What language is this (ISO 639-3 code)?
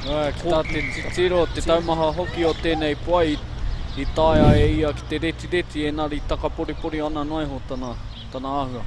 mri